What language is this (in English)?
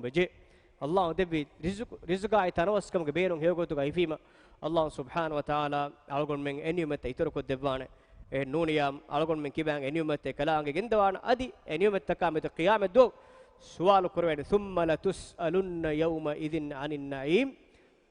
Divehi